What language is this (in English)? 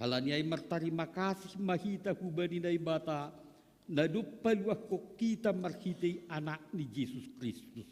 Batak Simalungun